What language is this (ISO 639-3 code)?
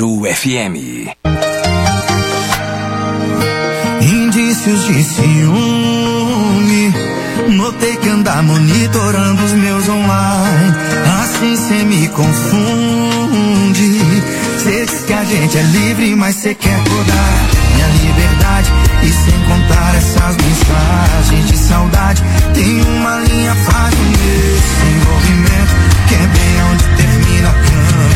por